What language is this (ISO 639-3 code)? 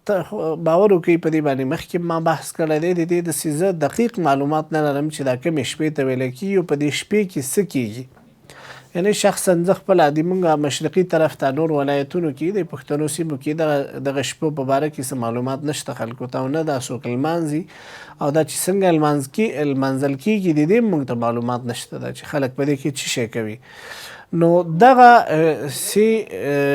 pus